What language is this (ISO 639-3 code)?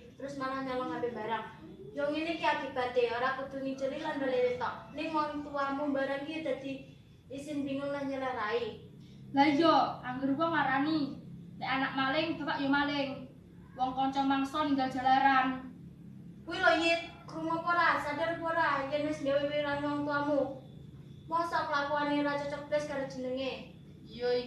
jav